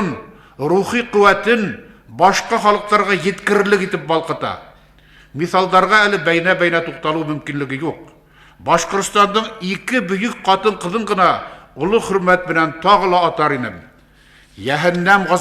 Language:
Bashkir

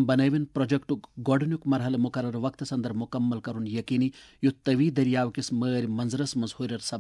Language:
Kashmiri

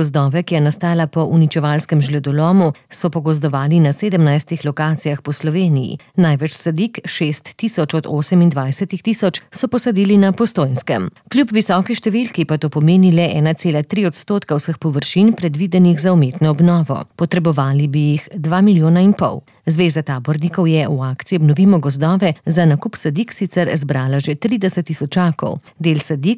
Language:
Slovenian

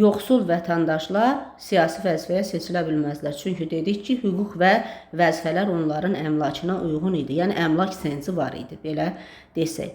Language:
Azerbaijani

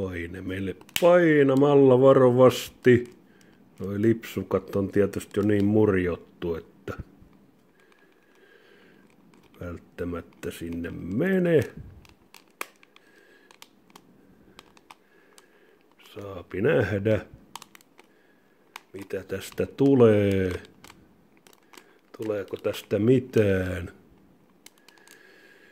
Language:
Finnish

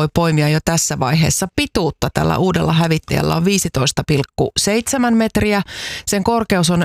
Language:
Finnish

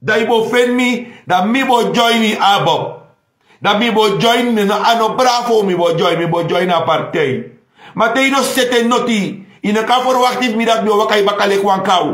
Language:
Sranan Tongo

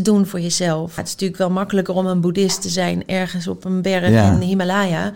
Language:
Dutch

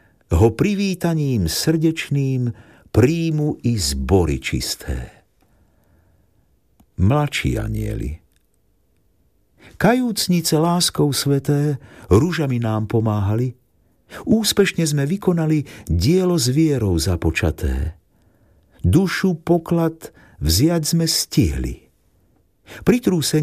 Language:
Slovak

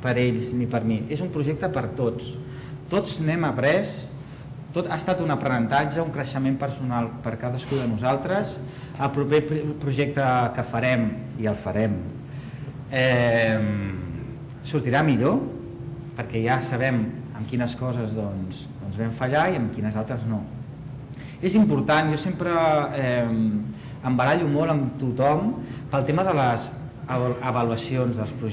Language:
Catalan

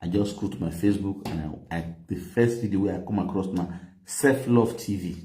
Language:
Nigerian Pidgin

